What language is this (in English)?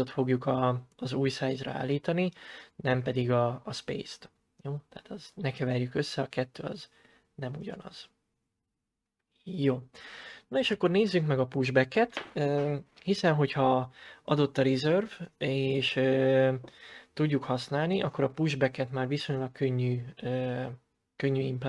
Hungarian